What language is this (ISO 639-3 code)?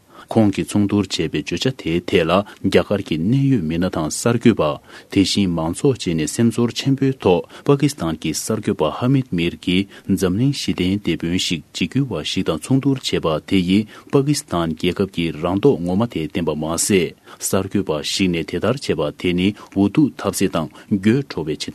bod